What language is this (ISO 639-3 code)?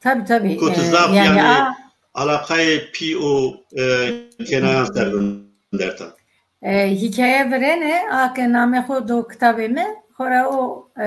zza